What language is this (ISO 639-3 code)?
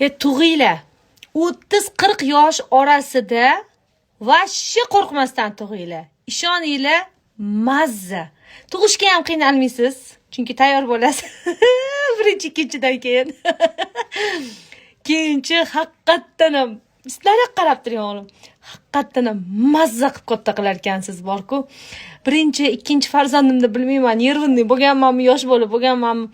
uzb